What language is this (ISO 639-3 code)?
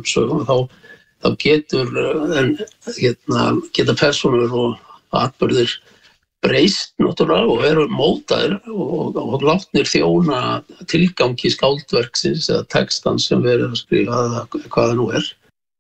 isl